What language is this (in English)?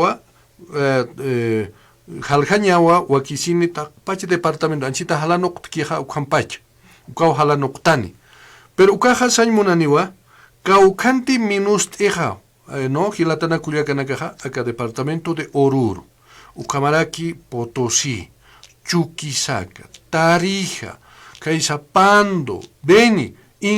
Aymara